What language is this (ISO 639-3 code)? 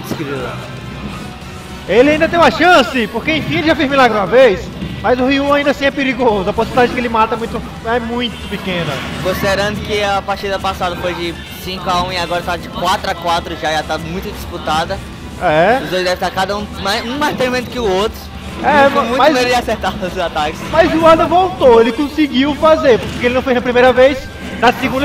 por